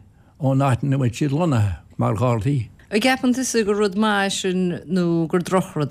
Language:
Irish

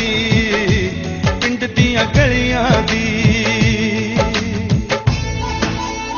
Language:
Punjabi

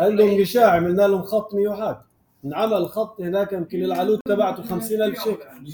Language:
North Levantine Arabic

